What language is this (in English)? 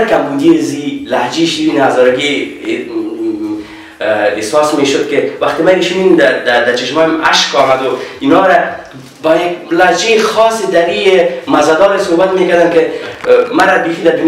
Persian